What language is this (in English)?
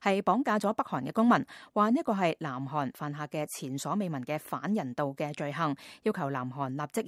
Cantonese